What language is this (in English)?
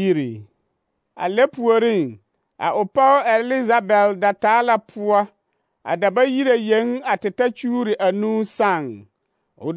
Southern Dagaare